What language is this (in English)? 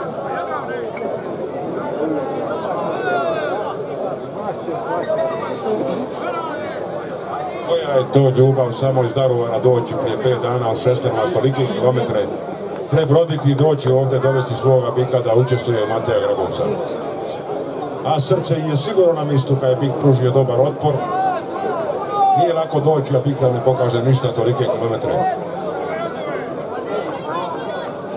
Croatian